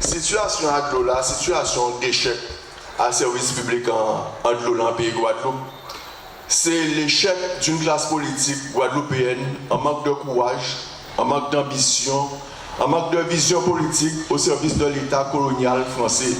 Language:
Guadeloupean Creole French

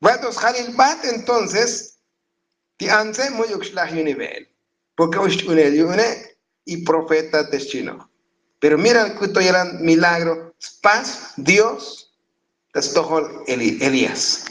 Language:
Tzotzil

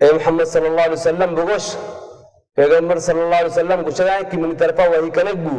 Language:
Baluchi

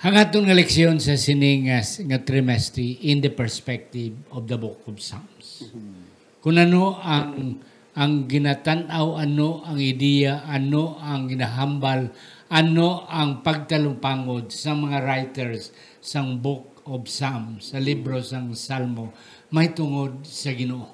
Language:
Hiligaynon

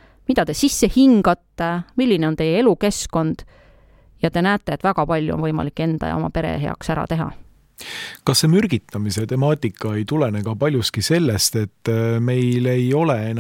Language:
Estonian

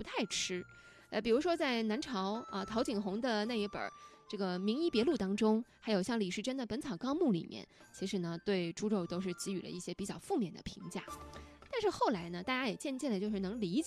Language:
Chinese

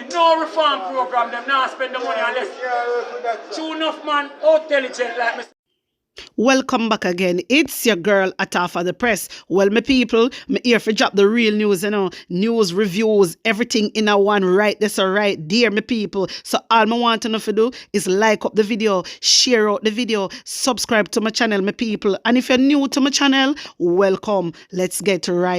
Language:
Jamaican Creole English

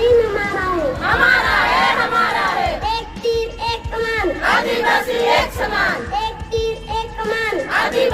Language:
Sadri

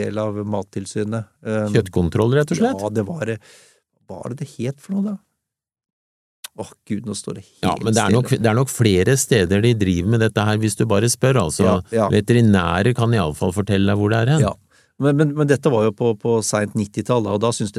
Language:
Norwegian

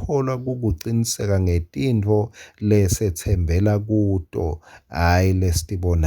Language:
Swati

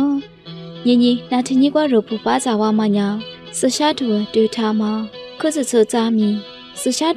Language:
Lisu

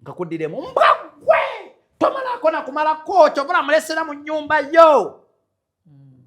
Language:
Ganda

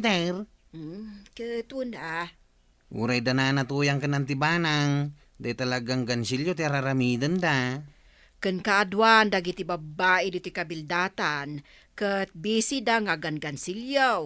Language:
Iloko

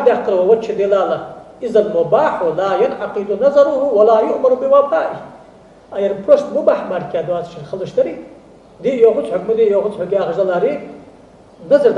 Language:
Ingush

